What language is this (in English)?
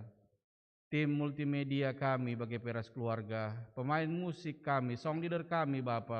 Batak Karo